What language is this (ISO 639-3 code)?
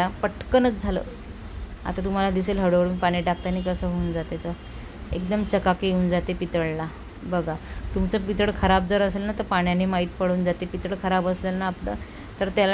mar